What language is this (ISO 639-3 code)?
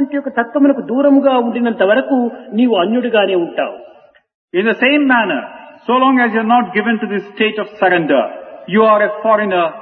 tel